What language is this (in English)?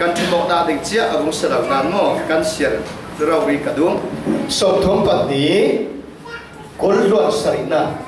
Falam Chin